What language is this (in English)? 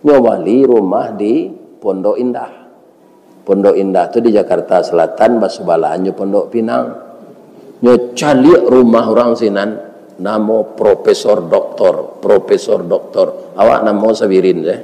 Minangkabau